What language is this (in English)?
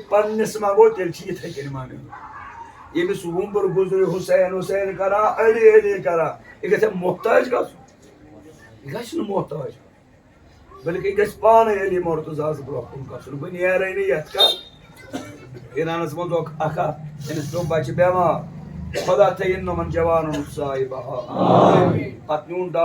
Kashmiri